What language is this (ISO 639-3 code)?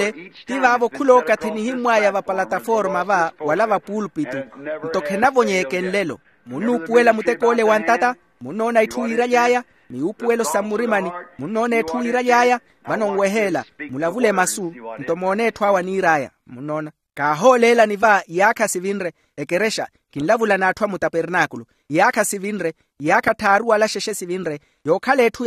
vmw